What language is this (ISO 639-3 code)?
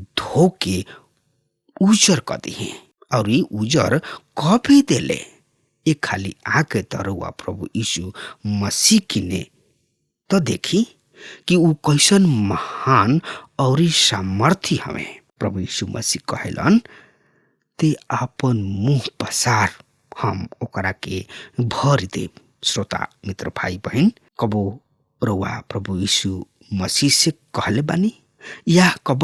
bho